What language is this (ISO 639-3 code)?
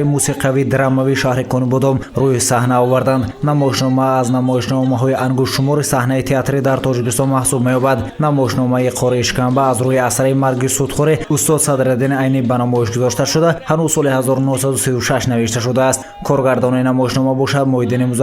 tgk